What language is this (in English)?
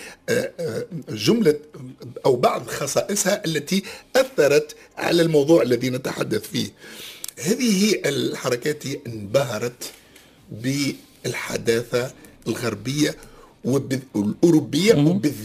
Arabic